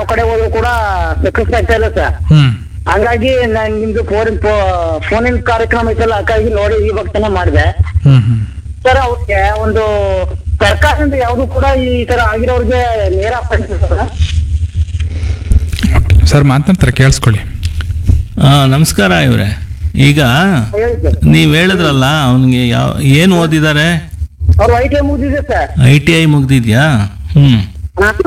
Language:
Kannada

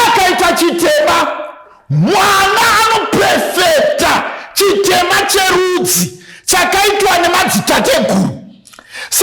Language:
Shona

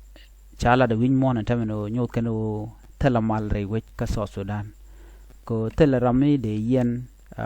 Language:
Nuer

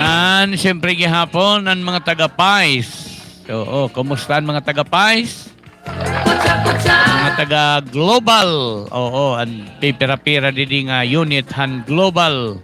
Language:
Waray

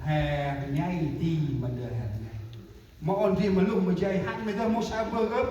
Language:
Central Mnong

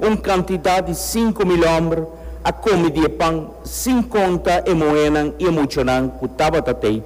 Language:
Papiamento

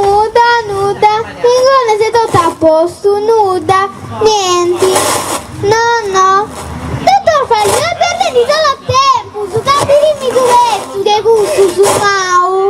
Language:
Sardinian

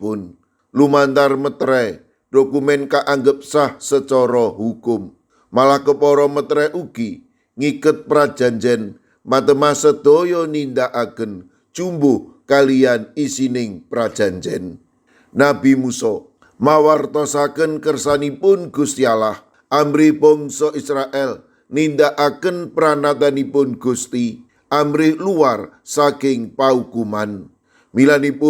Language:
Javanese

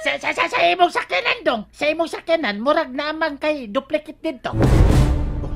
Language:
Cebuano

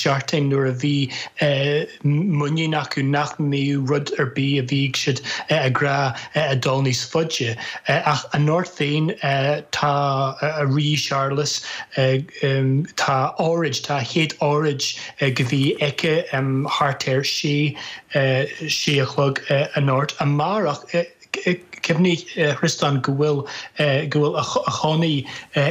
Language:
Irish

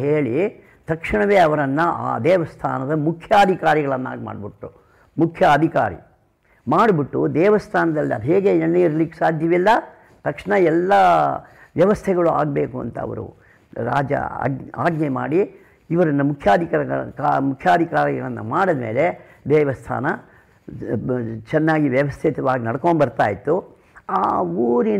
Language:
Kannada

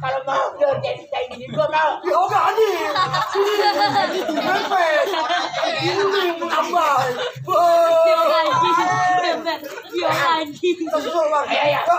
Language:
Betawi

